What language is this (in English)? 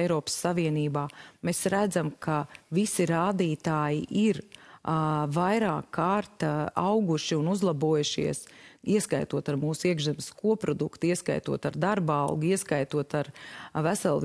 Latvian